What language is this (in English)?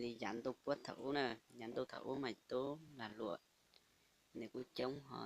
Hmong